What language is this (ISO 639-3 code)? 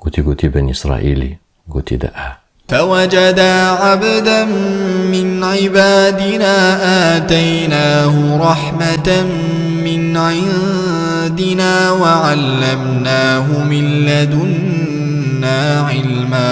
kur